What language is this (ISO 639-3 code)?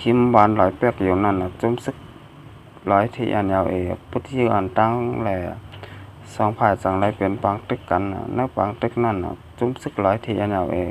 shn